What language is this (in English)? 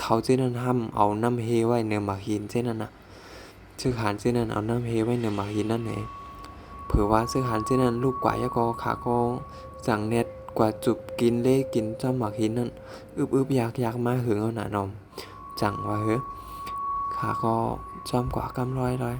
Shan